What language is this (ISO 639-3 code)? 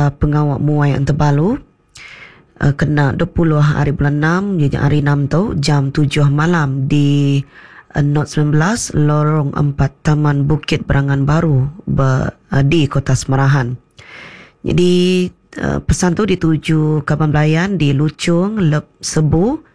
iba